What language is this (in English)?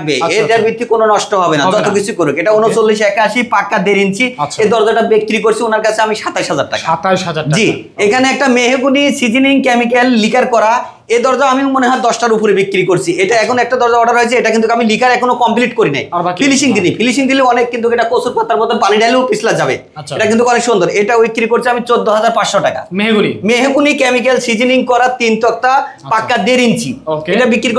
Bangla